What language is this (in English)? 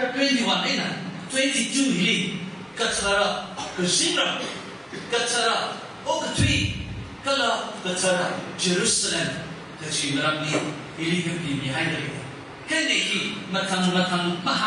Tangkhul Naga (India)